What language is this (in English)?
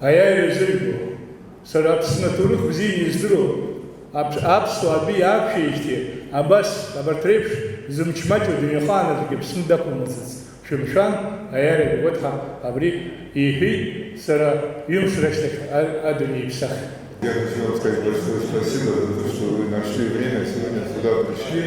Abkhazian